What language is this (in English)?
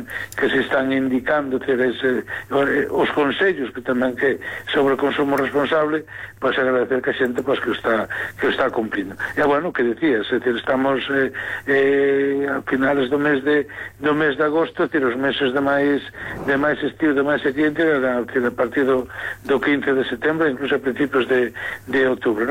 Galician